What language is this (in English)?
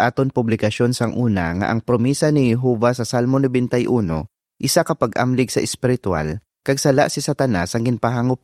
Hiligaynon